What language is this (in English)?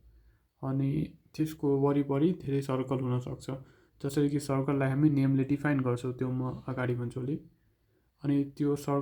Nepali